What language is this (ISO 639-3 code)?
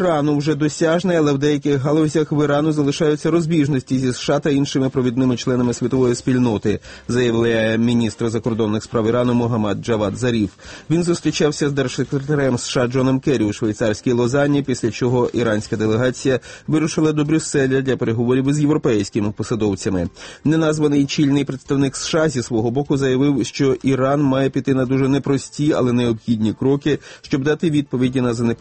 ukr